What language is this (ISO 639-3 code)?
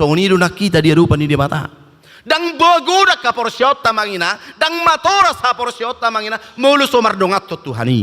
bbc